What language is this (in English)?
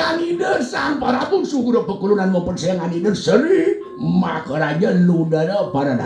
Balinese